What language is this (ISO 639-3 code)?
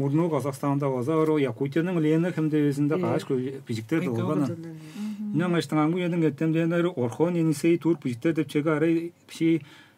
tyv